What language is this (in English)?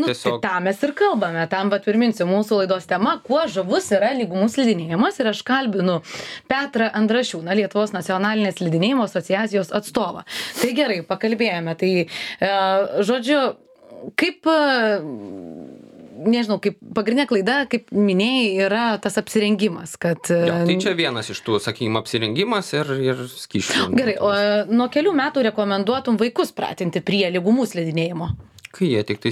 Lithuanian